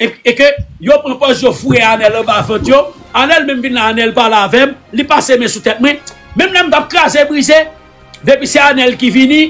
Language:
Haitian Creole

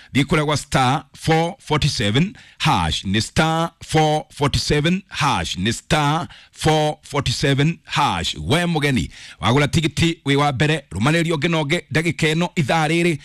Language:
Kikuyu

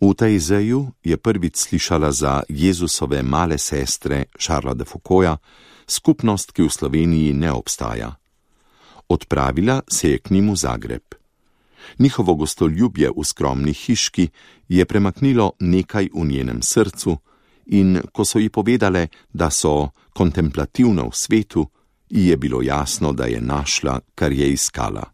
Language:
Slovenian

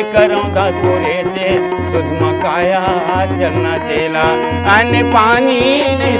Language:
Chhattisgarhi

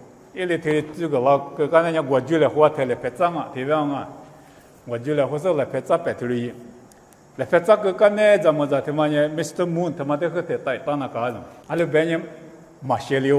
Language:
Lisu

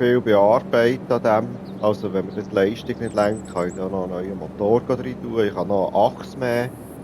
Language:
Swiss German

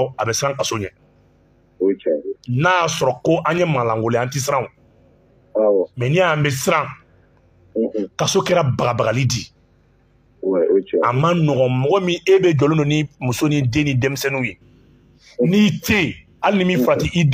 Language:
Bambara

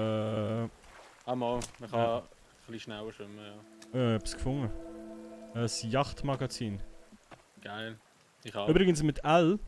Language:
Swiss German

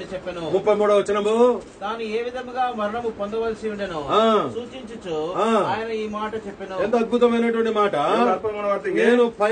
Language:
Telugu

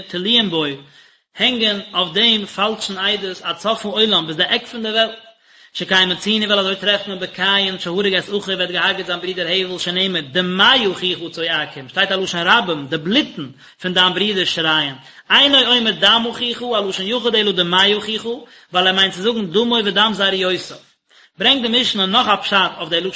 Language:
Yiddish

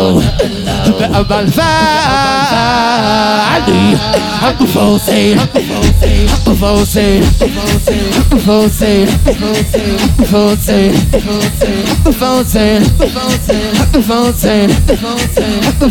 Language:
Persian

